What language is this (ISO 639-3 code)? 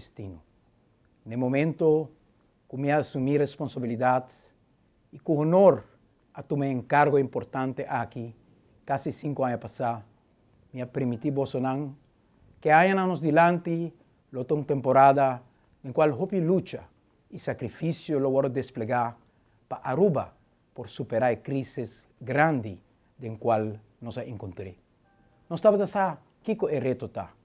pap